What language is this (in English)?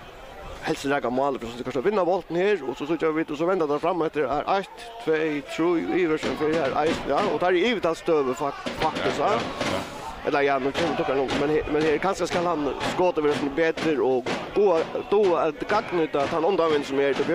Faroese